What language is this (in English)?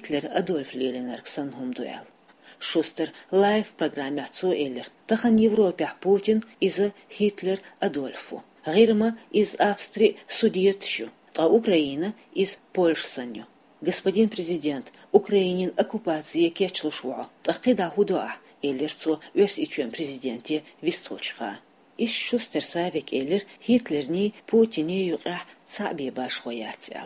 Chechen